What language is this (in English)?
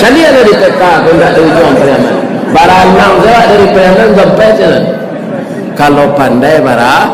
Minangkabau